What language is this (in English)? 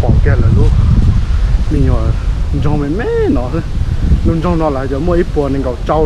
Hmong